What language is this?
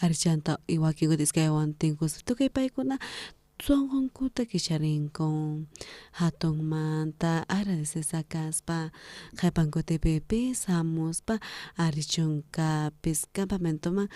South Bolivian Quechua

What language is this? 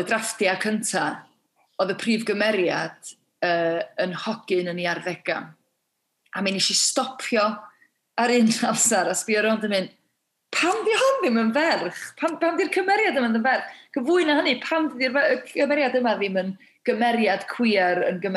Welsh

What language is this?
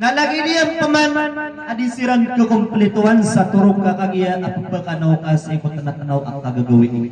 Maranao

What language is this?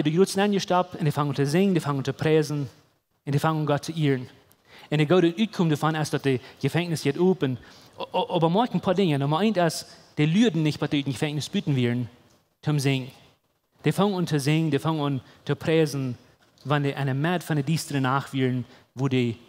Plautdietsch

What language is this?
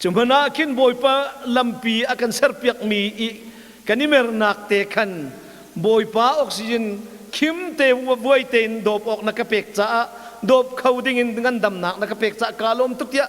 Hakha Chin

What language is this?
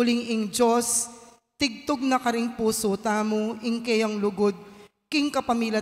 Pampanga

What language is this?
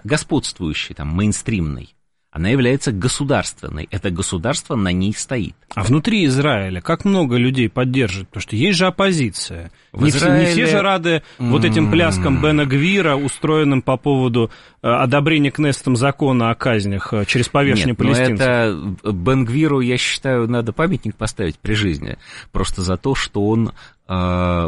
Russian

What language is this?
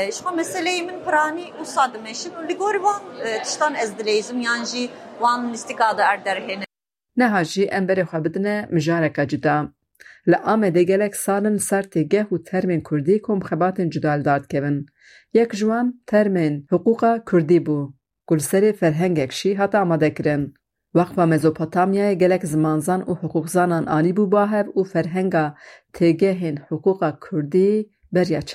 Kurdish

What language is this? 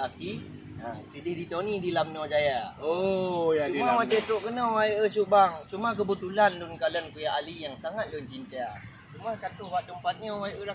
Achinese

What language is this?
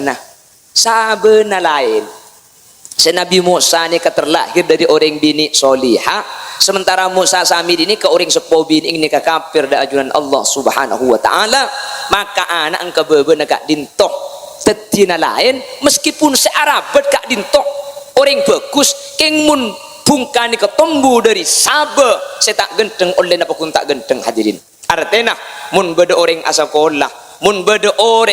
Madurese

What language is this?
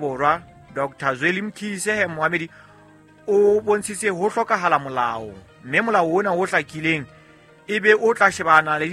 Southern Sotho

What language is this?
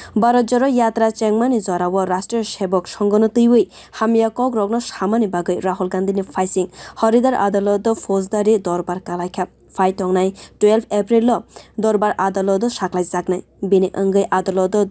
Kok Borok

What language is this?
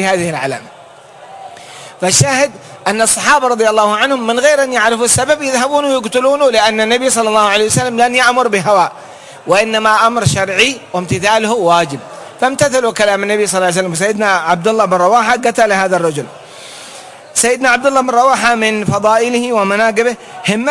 Arabic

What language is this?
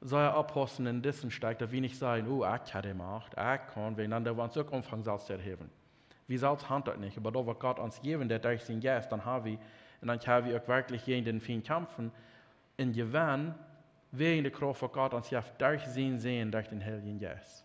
Plautdietsch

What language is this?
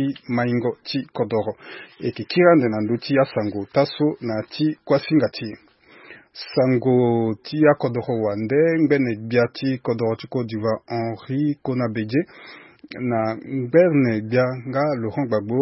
Sango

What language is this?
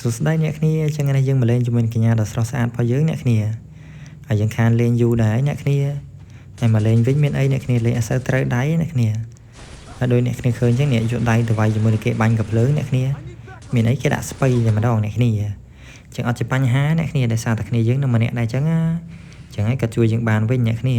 Khmer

